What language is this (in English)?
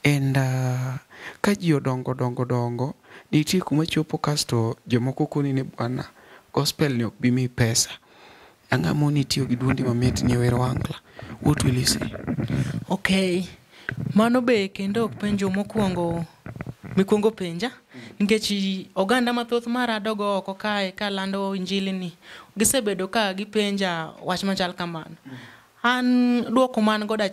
Luo (Kenya and Tanzania)